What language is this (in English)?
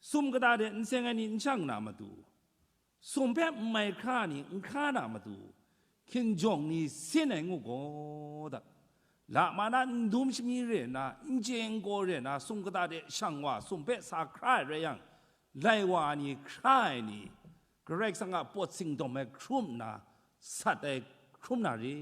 Kachin